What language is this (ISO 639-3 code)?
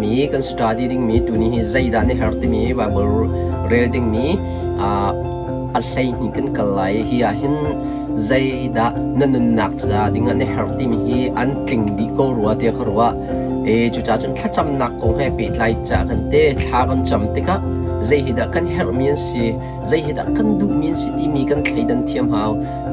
cnh